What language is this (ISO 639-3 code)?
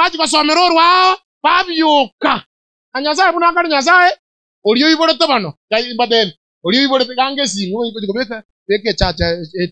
guz